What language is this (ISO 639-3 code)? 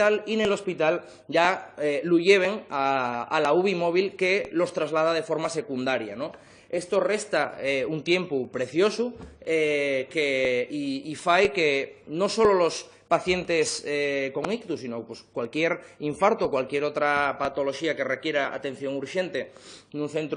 ast